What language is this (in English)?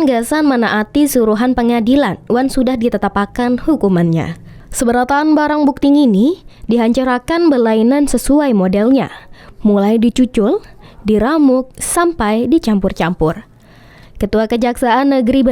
Banjar